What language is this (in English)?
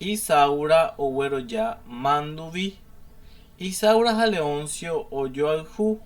Guarani